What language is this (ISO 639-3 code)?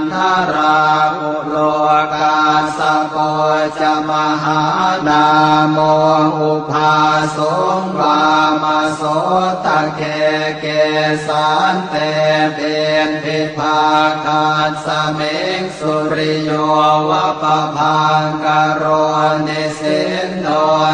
pli